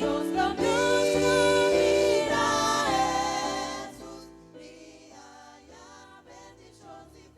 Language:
Papiamento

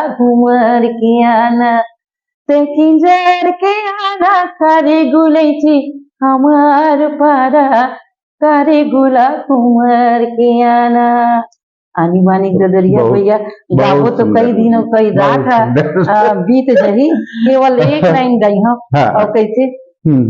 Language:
Chhattisgarhi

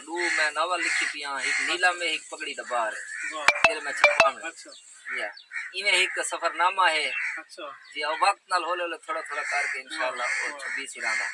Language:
Saraiki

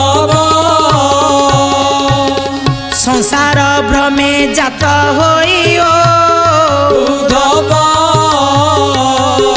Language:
Odia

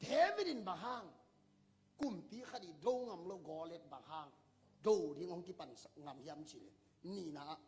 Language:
Tedim Chin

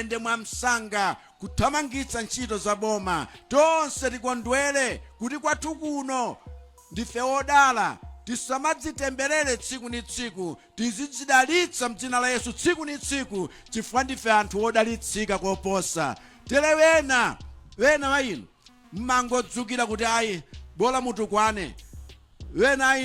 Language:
Nyanja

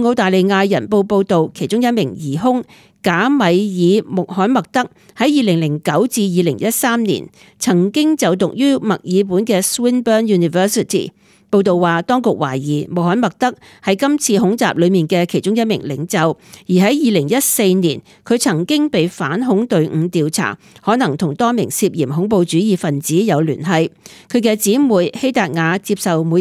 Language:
Cantonese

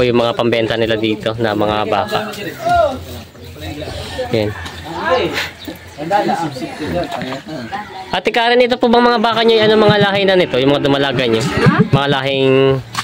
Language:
Filipino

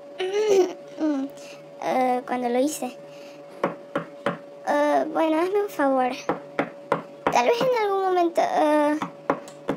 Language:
Spanish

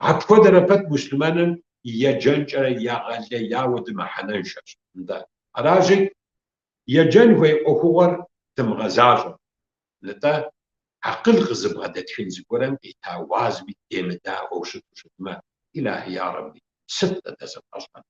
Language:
Kabardian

